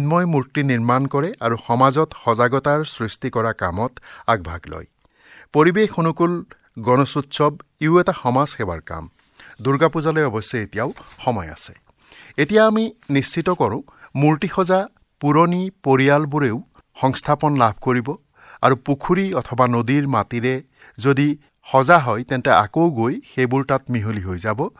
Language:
Assamese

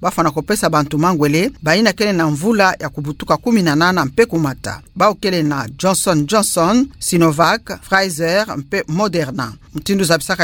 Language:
Kituba (Democratic Republic of Congo)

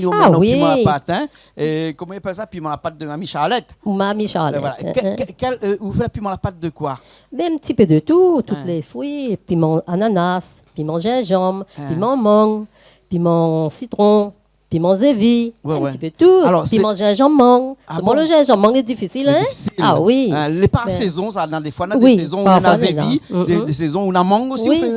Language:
Réunion Creole French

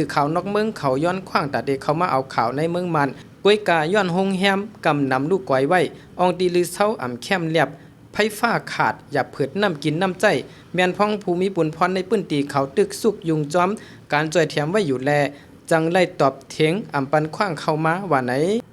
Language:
Shan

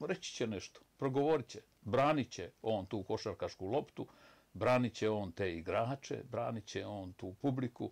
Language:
Bosnian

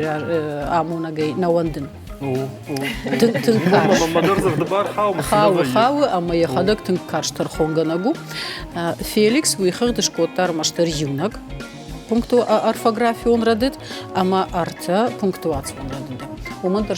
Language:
Ossetic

